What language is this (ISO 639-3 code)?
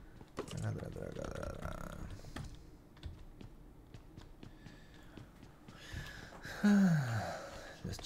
spa